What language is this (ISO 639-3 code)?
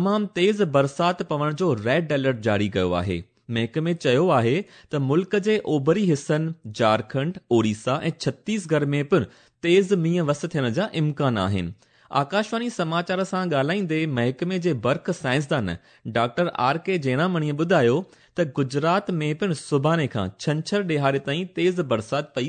snd